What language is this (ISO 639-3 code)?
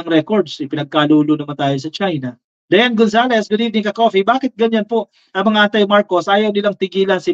fil